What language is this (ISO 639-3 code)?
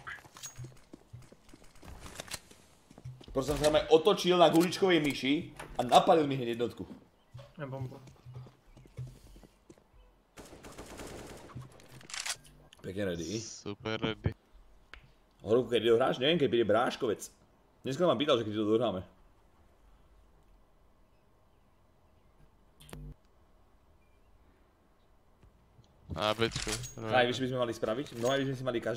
slk